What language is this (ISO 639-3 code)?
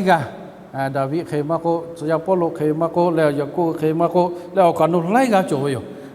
lhu